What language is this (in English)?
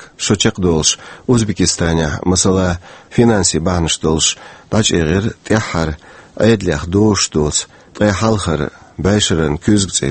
Chechen